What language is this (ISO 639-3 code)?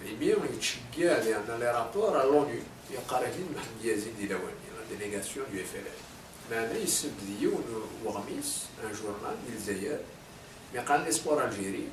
kab